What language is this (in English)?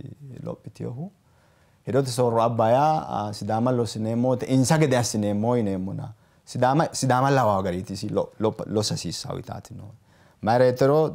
Sidamo